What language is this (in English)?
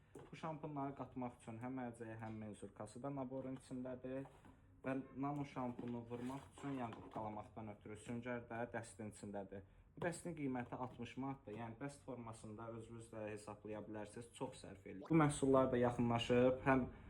Azerbaijani